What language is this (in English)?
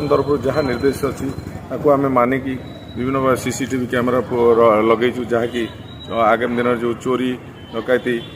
Odia